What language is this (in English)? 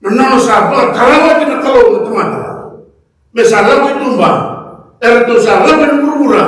Fijian